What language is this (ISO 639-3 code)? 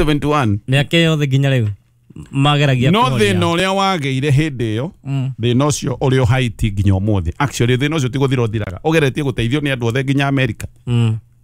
kik